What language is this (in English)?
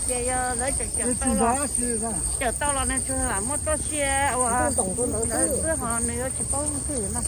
Hmong